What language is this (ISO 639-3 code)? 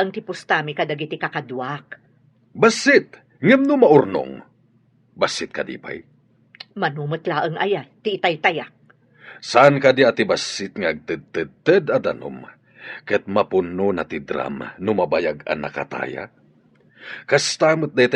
ilo